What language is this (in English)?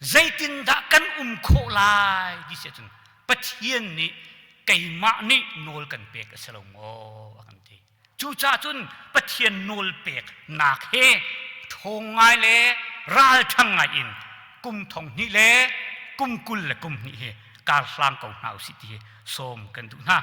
Hakha Chin